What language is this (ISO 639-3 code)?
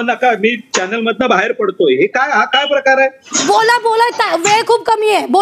mar